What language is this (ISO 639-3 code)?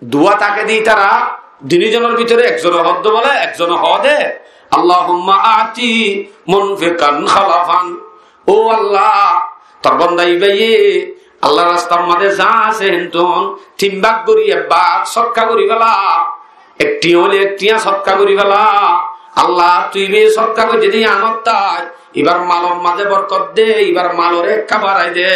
rhg